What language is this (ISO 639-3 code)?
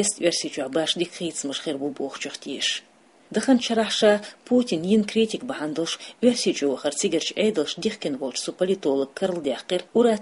che